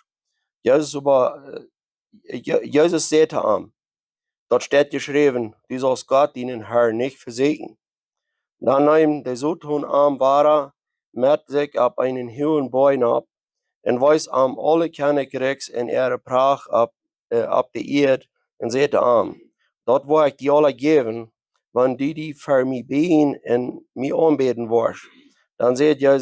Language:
Plautdietsch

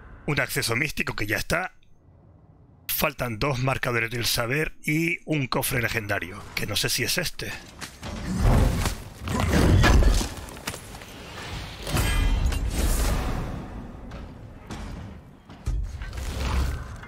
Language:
Spanish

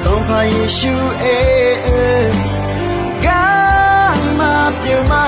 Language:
Akha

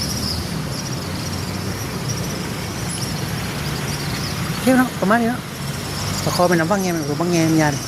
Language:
Lao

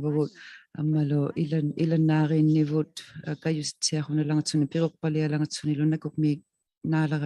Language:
Inuktitut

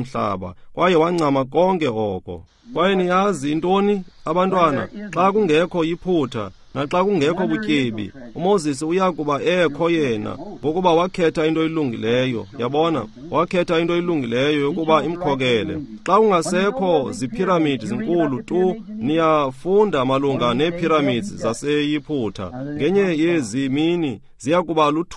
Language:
Xhosa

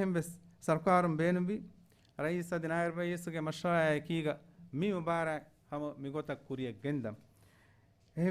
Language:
Divehi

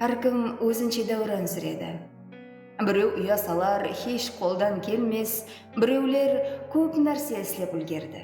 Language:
Kara-Kalpak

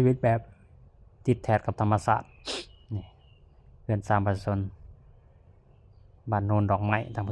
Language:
Lao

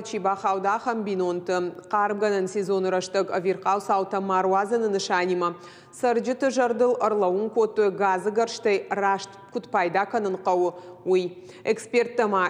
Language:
Ossetic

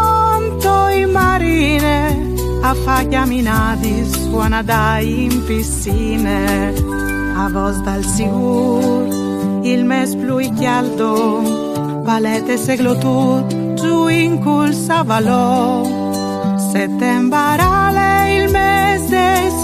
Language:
Friulian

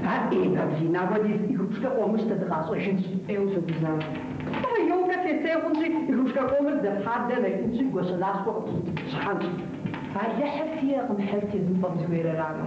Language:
Kabardian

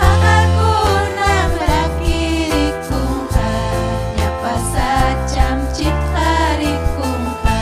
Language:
Ayacucho Quechua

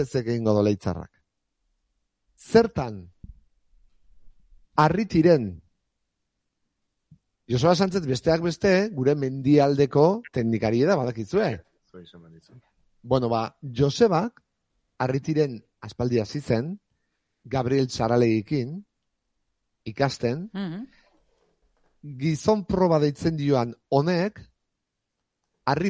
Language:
Basque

